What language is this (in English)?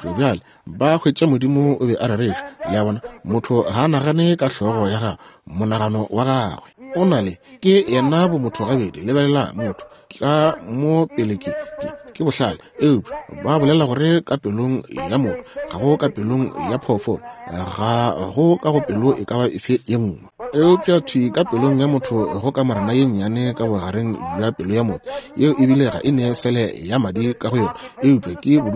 Northern Sotho